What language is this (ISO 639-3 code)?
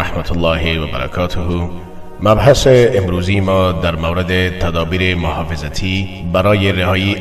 fas